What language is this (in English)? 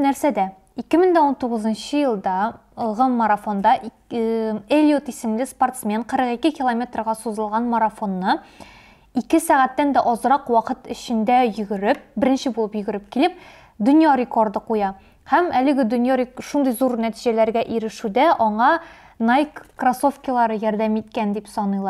Tatar